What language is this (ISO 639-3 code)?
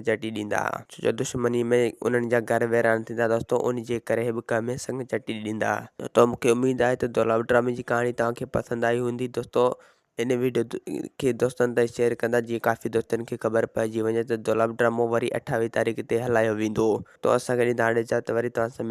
snd